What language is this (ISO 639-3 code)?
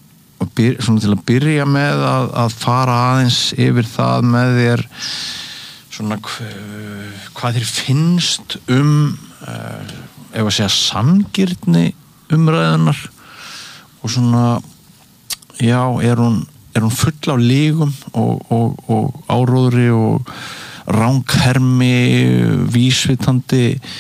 isl